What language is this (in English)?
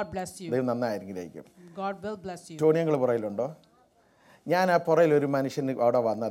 Malayalam